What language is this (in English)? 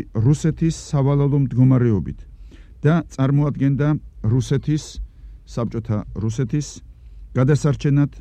Georgian